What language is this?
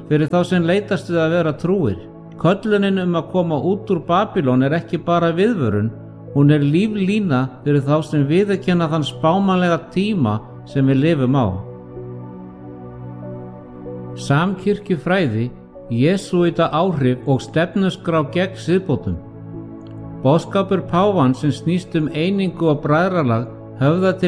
Icelandic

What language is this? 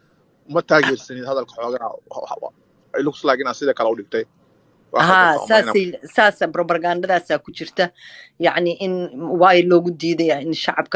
Somali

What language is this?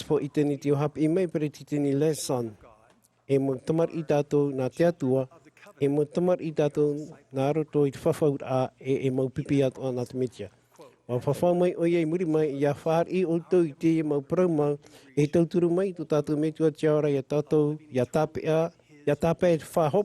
Tahitian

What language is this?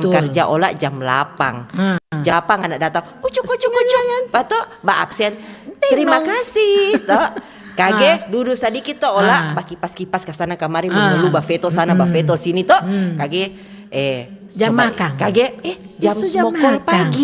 Manado Malay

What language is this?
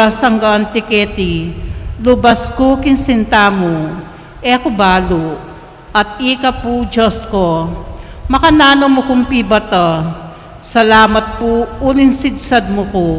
Pampanga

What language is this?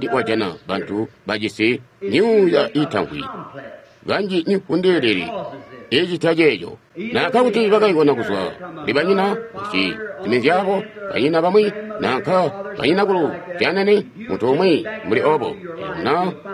Tonga (Zambia)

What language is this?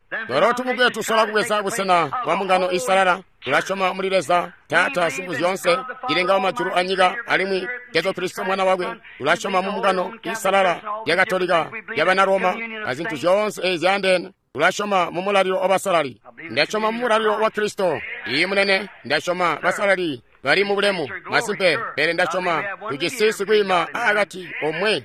Tonga (Zambia)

